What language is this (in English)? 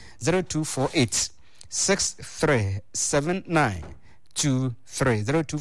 Akan